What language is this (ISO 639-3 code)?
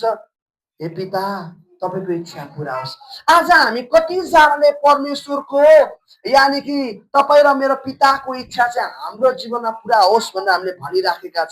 nep